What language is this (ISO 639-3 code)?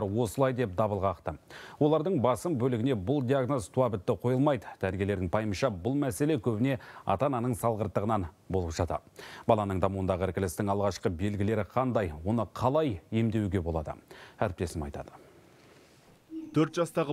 kaz